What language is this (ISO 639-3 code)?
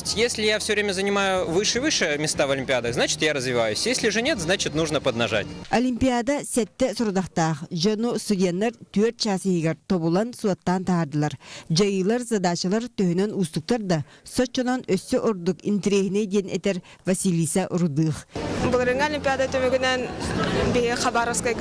sah